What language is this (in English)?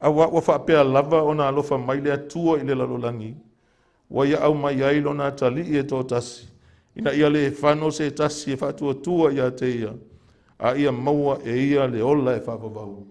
Samoan